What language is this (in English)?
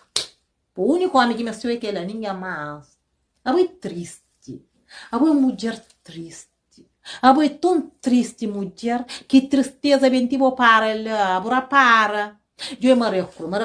Kabuverdianu